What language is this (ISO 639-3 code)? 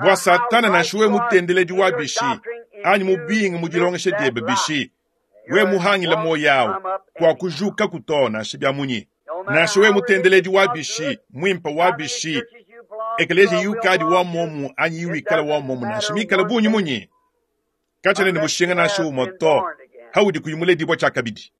lua